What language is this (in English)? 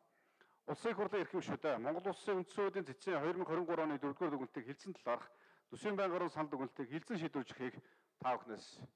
Mongolian